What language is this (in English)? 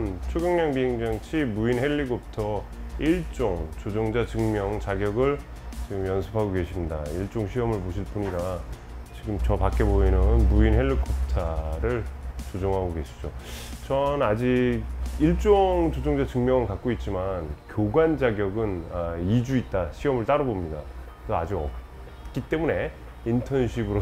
Korean